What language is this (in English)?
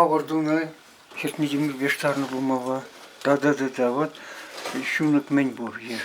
Chuvash